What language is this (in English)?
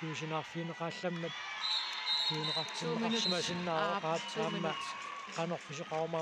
Kalaallisut